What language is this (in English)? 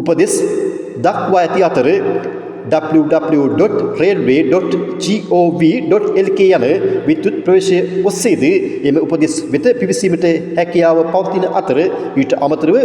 Sinhala